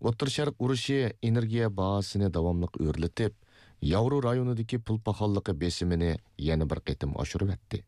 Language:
Uyghur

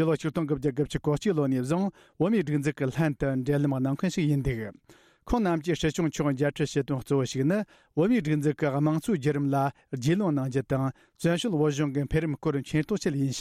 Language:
Tibetan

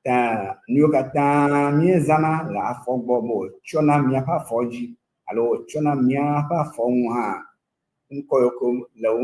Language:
Ewe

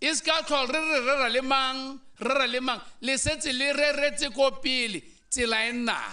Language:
Tswana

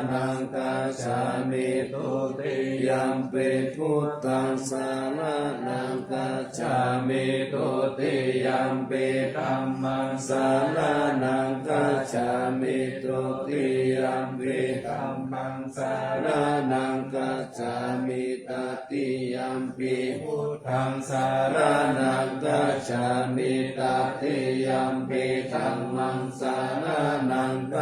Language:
Pali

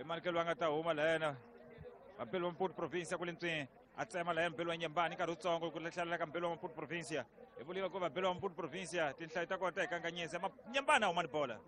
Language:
Tsonga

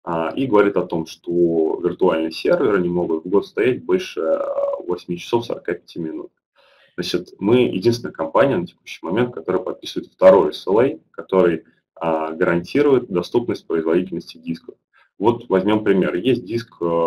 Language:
Russian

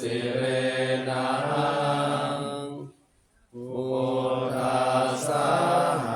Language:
Pali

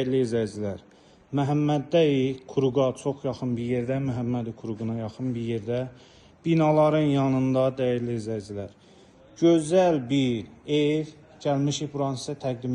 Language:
Azerbaijani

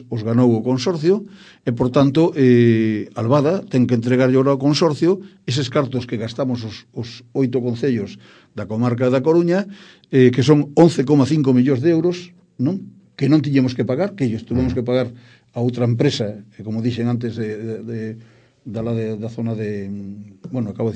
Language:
Galician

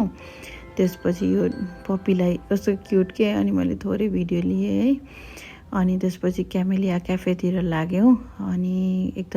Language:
Nepali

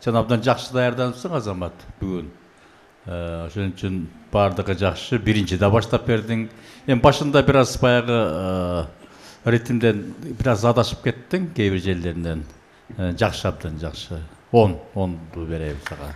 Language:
Kyrgyz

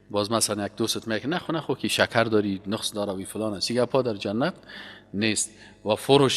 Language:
Persian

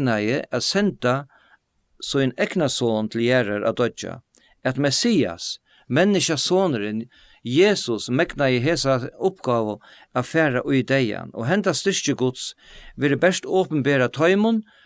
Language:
Faroese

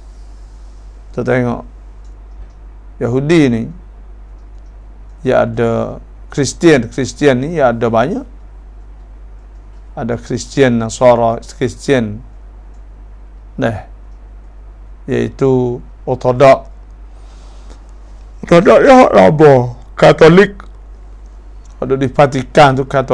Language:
Malay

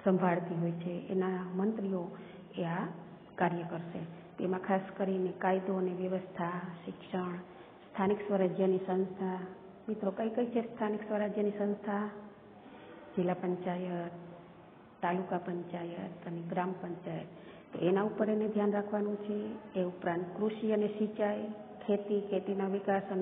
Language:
Gujarati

